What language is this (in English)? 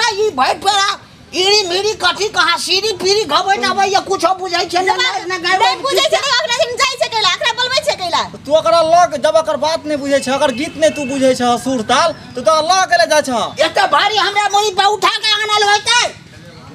Maithili